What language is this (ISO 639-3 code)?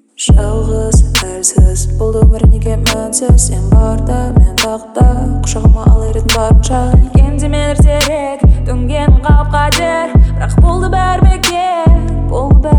kaz